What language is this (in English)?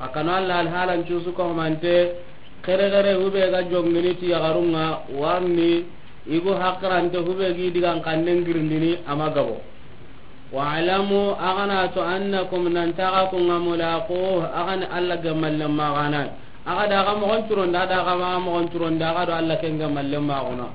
Soninke